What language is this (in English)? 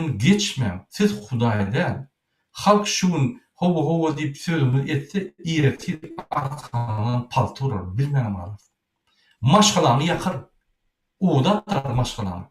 Turkmen